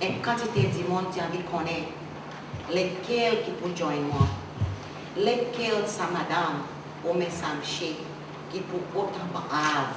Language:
Seselwa Creole French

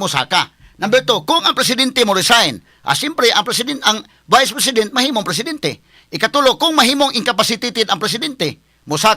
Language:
Cebuano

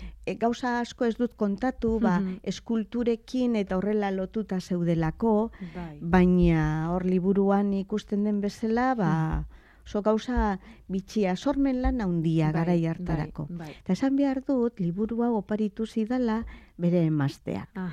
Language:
Basque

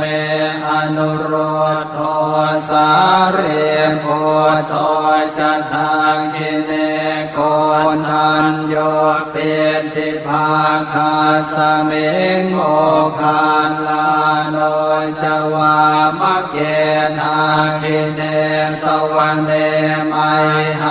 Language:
Pali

